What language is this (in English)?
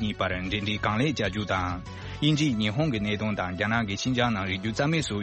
Tibetan